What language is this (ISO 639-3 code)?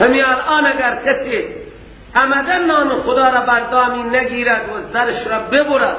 fas